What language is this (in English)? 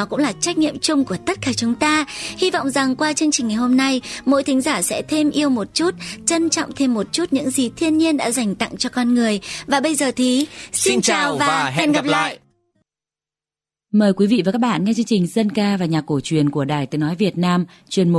Vietnamese